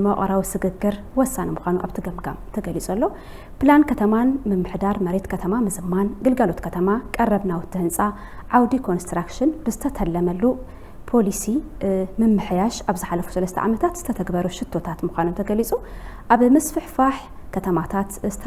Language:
Tigrinya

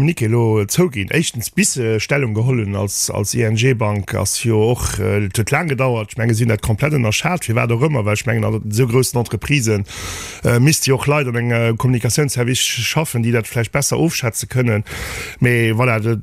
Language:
Luxembourgish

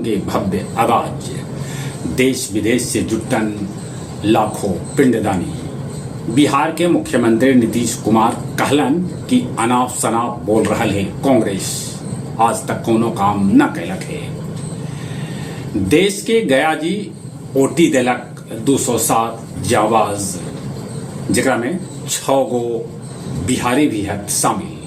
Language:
Magahi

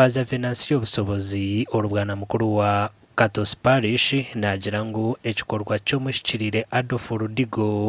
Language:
Nyankole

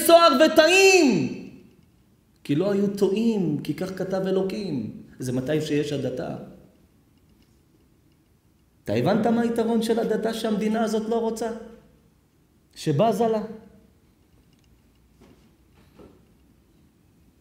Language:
Hebrew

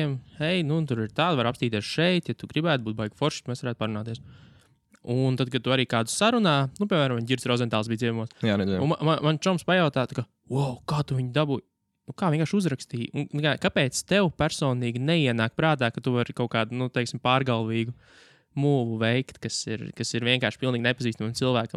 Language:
Latvian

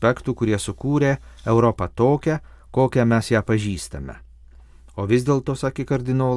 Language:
Lithuanian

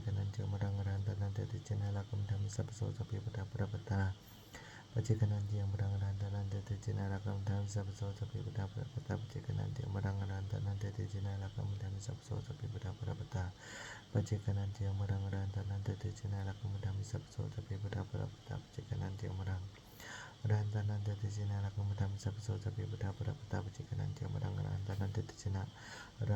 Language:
Pali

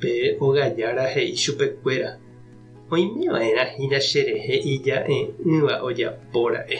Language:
Guarani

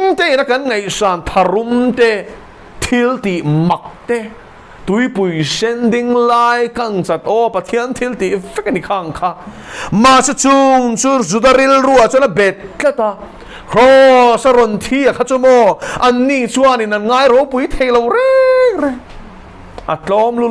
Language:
Mizo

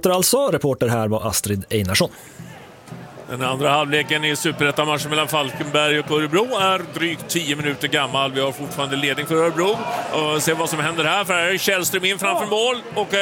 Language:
Swedish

